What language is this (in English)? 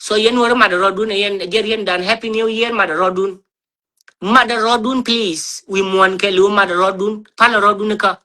Nuer